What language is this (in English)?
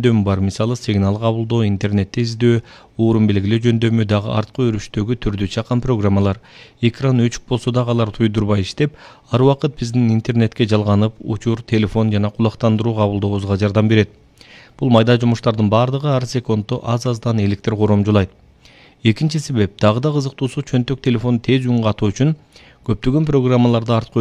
Kyrgyz